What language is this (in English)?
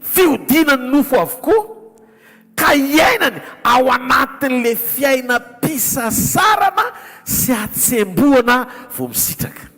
Malagasy